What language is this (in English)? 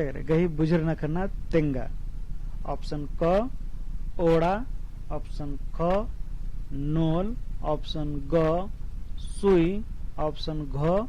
Kurukh